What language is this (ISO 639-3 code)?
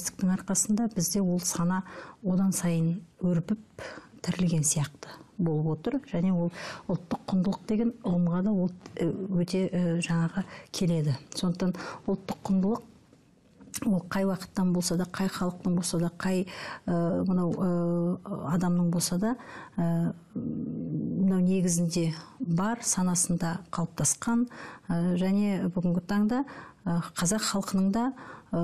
kaz